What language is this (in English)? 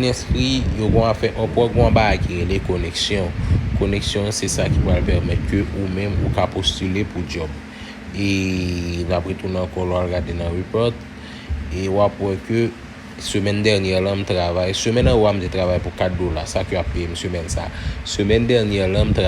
Haitian Creole